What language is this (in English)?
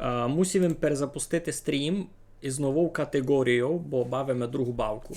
Rusyn